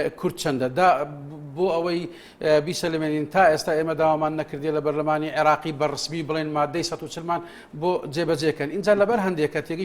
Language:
Central Kurdish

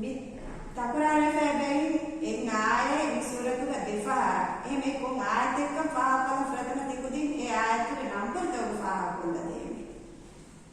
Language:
Divehi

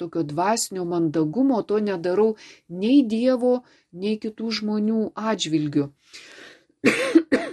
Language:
Lithuanian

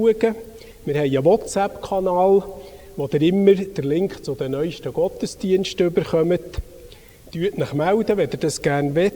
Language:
Swiss German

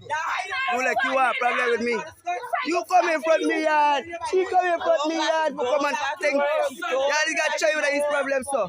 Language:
Jamaican Creole English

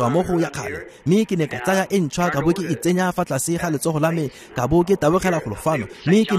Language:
Tswana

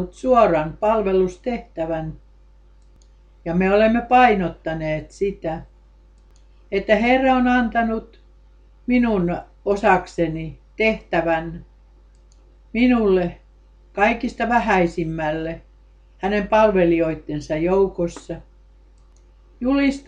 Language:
Finnish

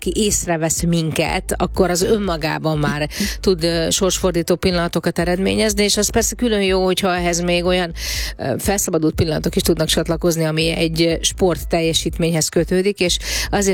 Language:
Hungarian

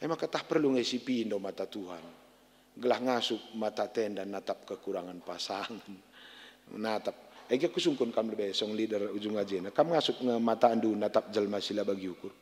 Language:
Batak Karo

